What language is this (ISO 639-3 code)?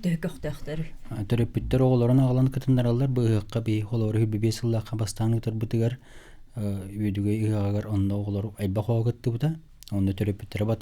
sah